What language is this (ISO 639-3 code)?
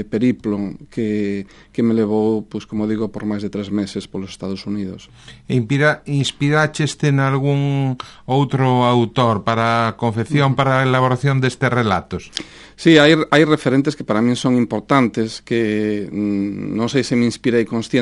glg